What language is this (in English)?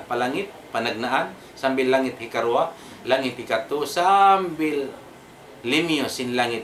Tausug